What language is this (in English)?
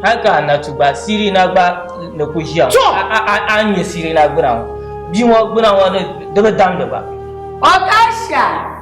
Dagbani